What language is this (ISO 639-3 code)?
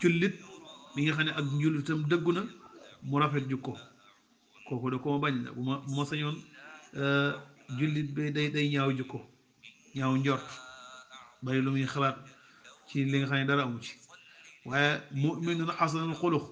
wol